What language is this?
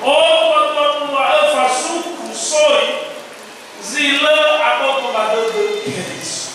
Nias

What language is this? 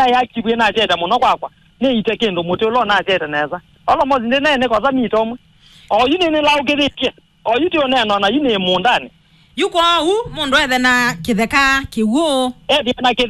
Kamba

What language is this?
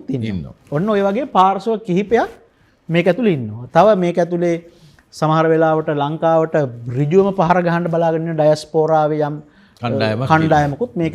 Sinhala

